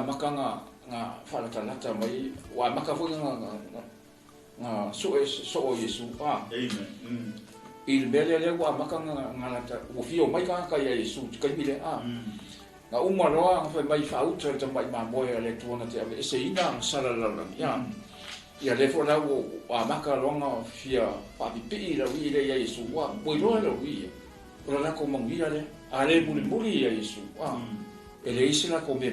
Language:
Samoan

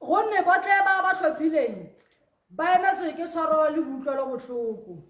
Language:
Tswana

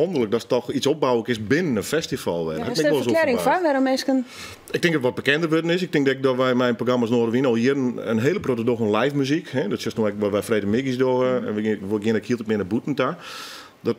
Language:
Western Frisian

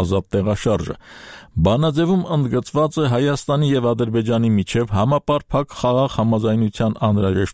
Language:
Armenian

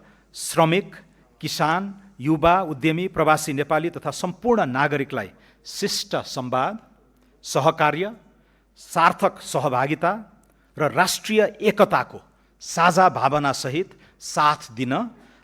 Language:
Nepali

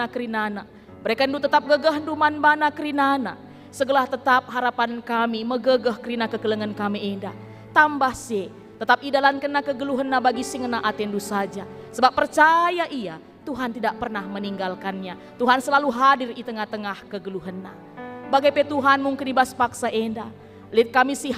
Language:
Batak Karo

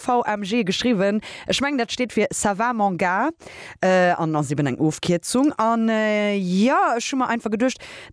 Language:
Luxembourgish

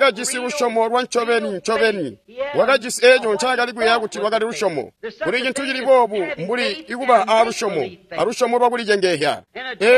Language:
Tonga (Zambia)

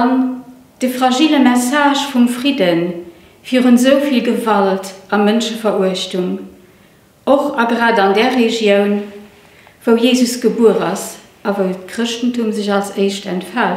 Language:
Luxembourgish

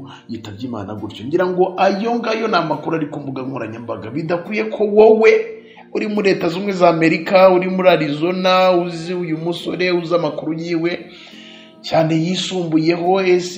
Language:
Kinyarwanda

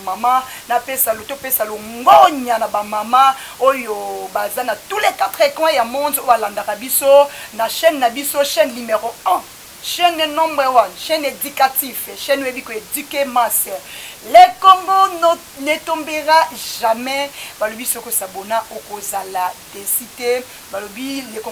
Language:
Lingala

